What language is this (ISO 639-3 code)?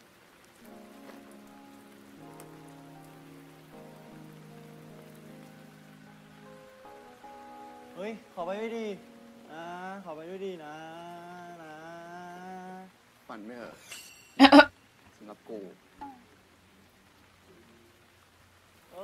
tha